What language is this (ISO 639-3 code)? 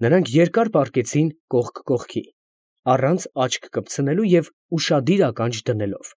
hye